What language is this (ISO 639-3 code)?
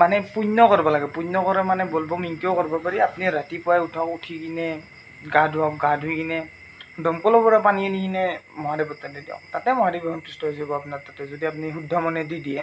asm